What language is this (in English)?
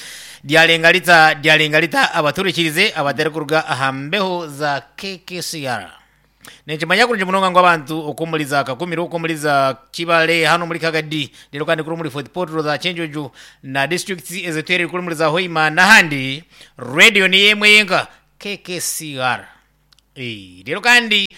Nyankole